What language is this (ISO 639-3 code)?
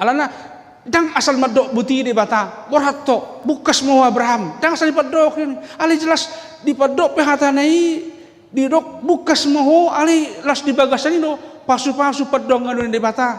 bbc